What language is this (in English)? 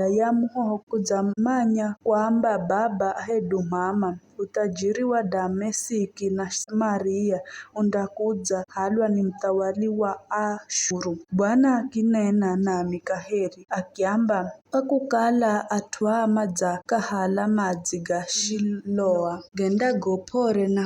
Giryama